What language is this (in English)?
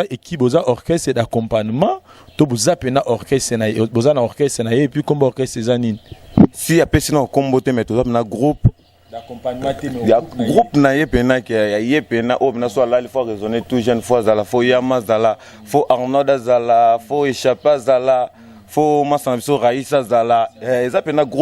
Lingala